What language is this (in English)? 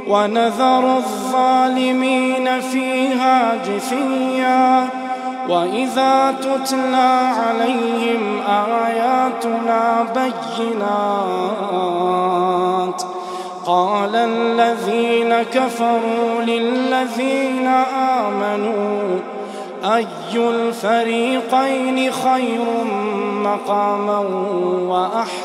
Arabic